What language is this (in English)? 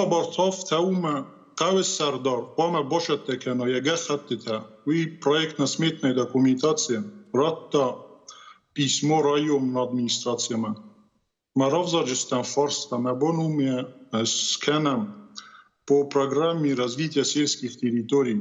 Ossetic